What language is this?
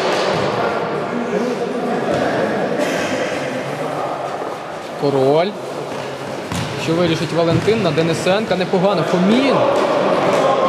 Ukrainian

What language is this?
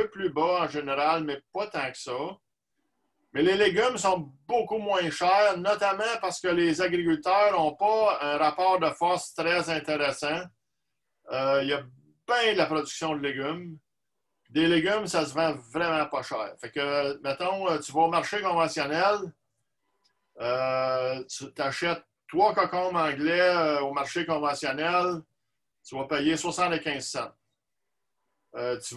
French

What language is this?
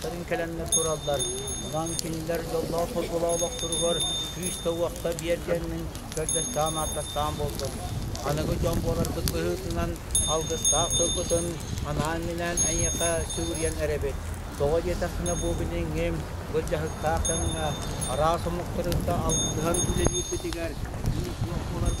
Yakut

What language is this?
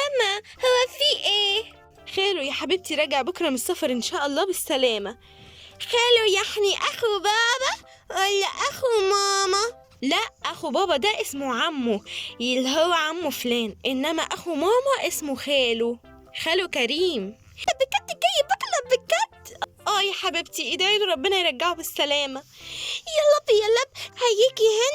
Egyptian Arabic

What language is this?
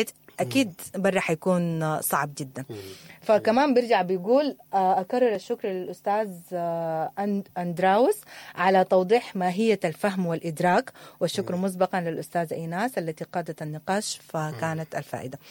Sudanese Arabic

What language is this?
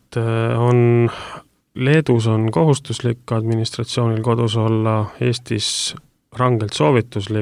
Estonian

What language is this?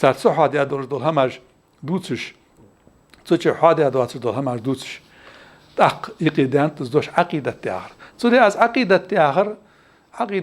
Ingush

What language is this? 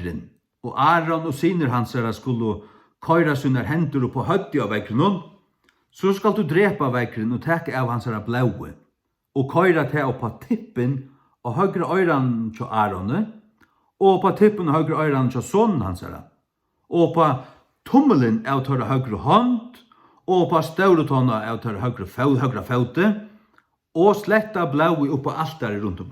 Faroese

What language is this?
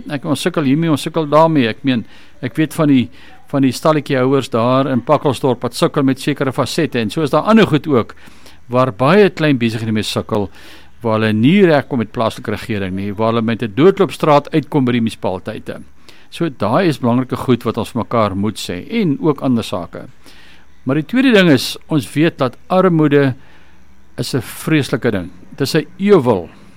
Afrikaans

